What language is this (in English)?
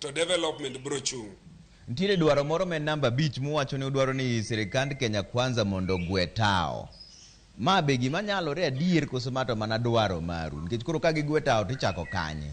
Luo (Kenya and Tanzania)